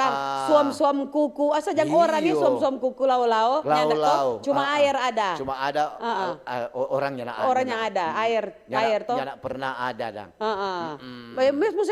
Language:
Manado Malay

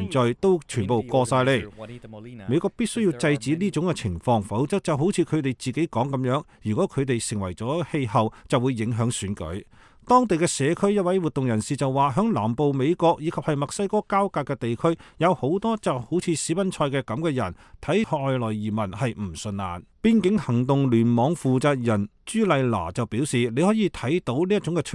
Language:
Cantonese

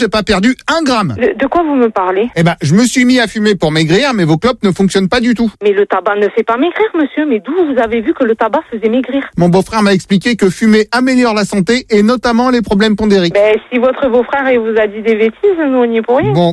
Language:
French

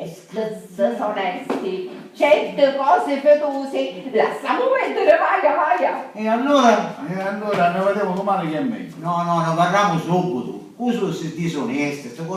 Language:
Sicilian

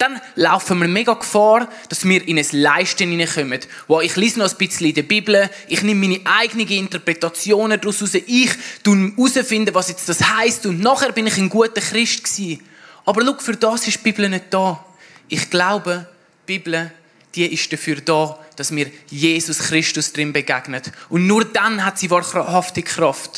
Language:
Swiss German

